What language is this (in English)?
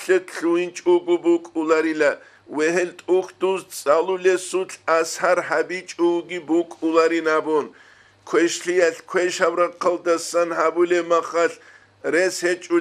Avaric